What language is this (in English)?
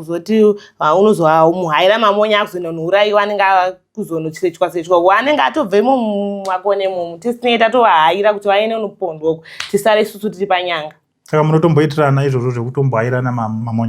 Shona